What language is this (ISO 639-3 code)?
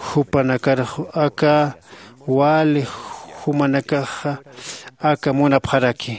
aym